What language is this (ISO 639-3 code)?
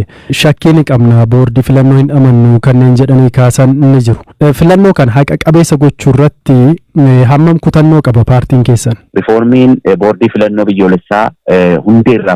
orm